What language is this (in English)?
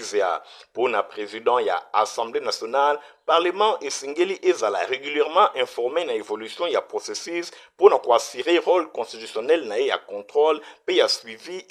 Lingala